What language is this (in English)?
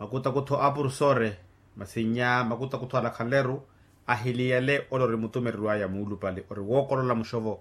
Makhuwa